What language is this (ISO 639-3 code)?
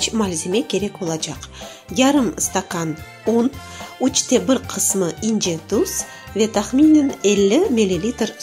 crh